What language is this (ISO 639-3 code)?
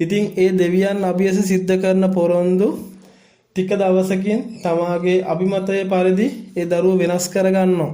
sin